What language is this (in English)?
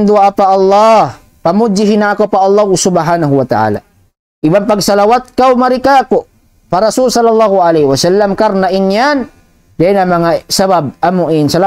Tausug